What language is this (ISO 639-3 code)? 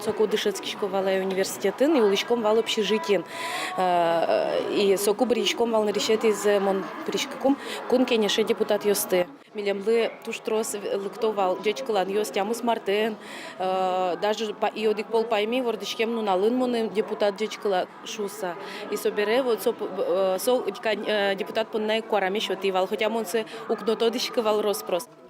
udm